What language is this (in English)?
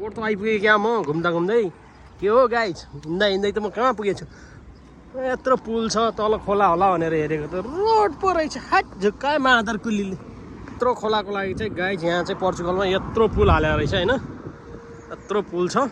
Nepali